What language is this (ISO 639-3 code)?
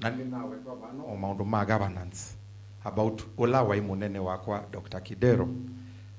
kam